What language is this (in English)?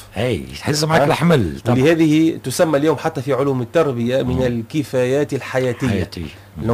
Tunisian Arabic